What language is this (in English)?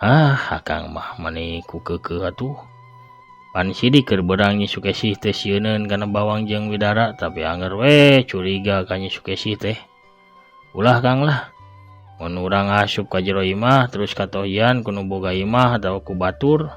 Sundanese